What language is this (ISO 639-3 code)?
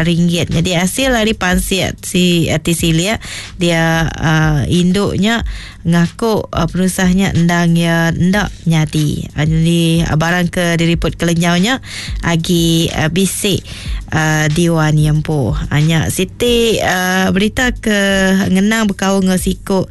iba